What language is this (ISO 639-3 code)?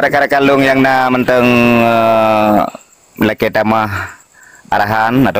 ace